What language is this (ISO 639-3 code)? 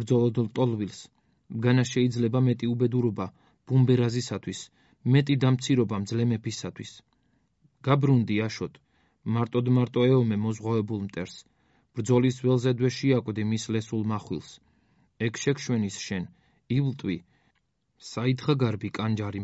kat